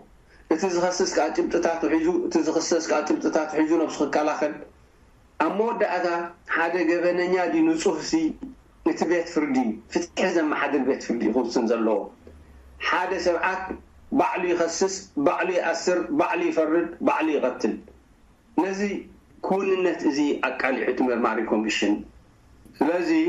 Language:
Tigrinya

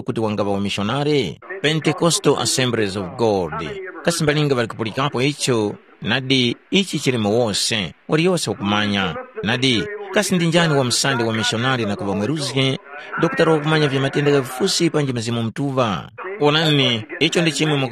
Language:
Tumbuka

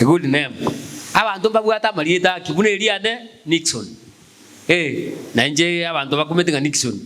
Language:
Gusii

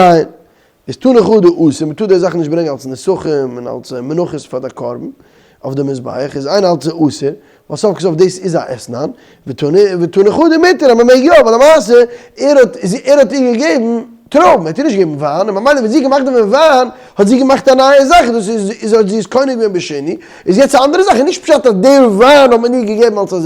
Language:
Yiddish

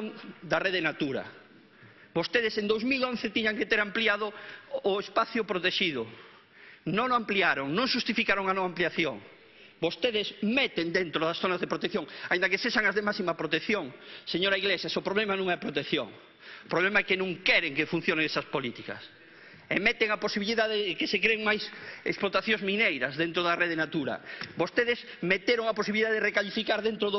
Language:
Galician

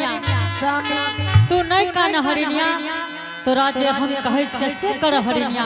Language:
Angika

